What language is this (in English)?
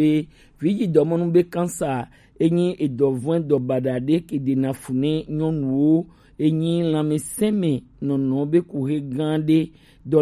Gen